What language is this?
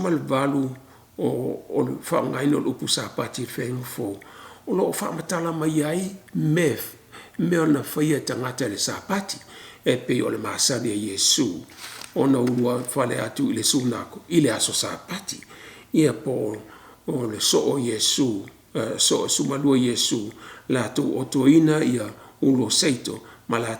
Samoan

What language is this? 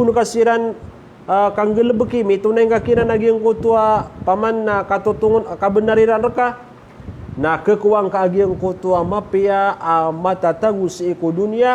Maranao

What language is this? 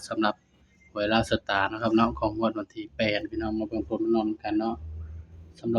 Northeastern Thai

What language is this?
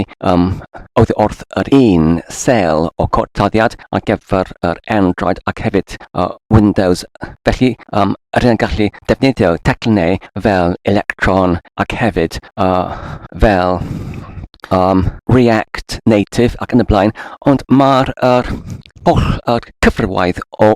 Welsh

